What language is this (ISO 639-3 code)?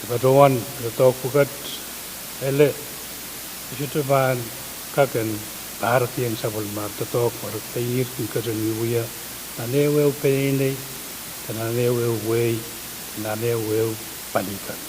pon